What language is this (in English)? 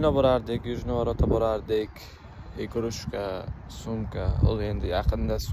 Uzbek